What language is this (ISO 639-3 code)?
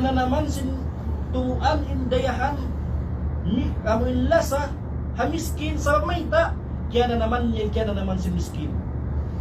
tsg